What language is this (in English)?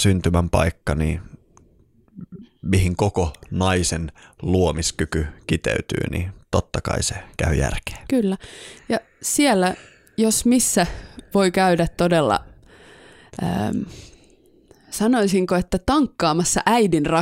Finnish